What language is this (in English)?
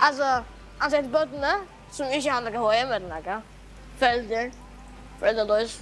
Faroese